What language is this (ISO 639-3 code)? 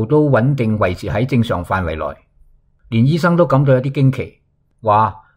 yue